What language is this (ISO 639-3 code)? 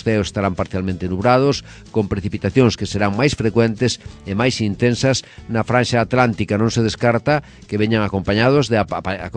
glg